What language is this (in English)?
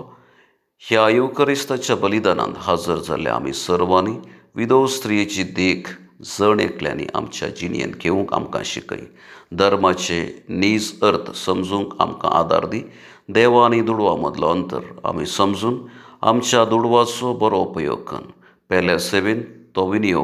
Konkani